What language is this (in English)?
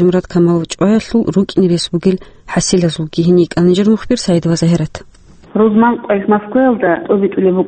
Avaric